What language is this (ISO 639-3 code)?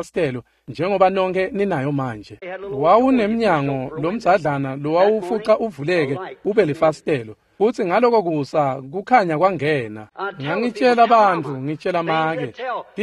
ssw